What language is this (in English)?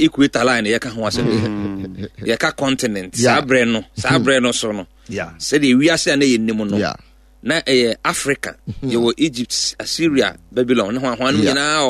Akan